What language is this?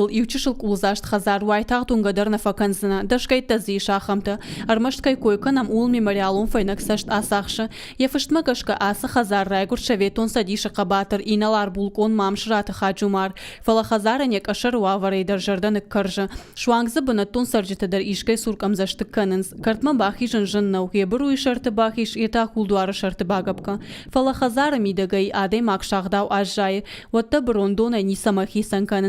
Ossetic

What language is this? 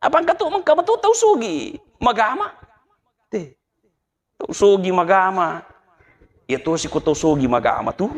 Buginese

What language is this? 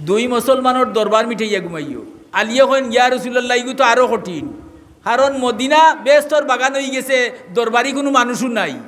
Sylheti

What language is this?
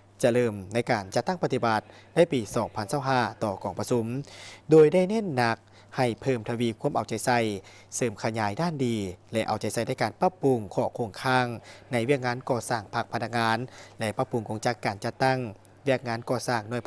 Lao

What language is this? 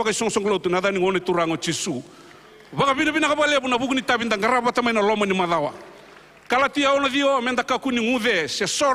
Fijian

